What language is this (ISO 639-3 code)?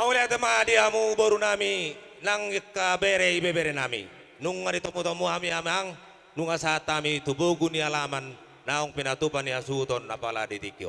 bbc